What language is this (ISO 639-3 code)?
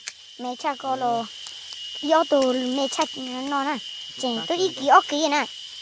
hmn